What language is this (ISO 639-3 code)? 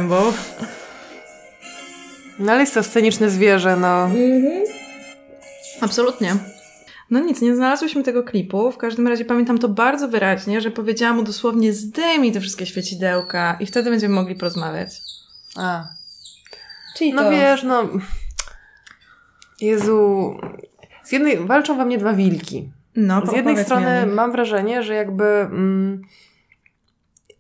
pol